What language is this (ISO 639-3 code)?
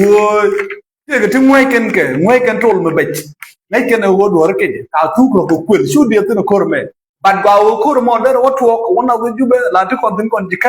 nus